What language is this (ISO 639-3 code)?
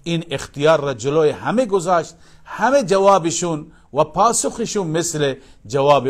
fas